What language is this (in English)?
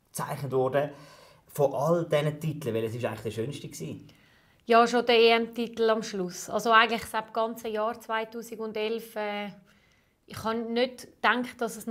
German